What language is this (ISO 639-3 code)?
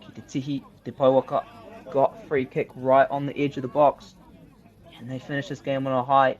mri